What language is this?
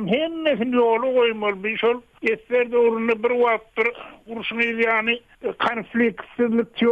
Turkmen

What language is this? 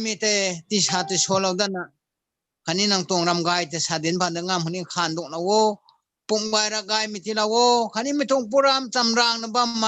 Rongmei Naga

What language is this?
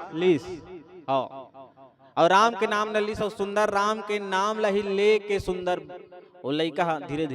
Chhattisgarhi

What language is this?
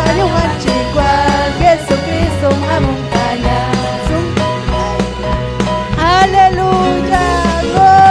Ayacucho Quechua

